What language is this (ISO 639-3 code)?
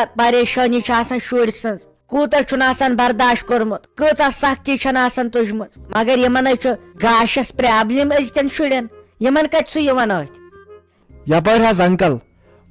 kas